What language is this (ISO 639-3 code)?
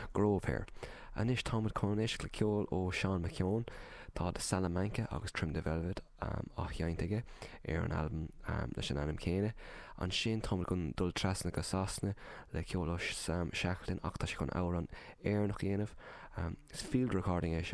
gle